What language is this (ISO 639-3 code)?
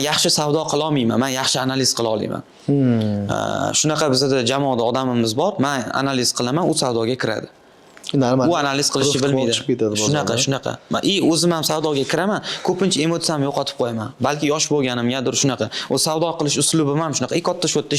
uzb